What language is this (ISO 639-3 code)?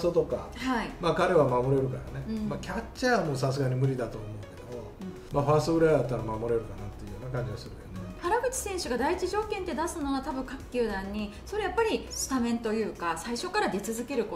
jpn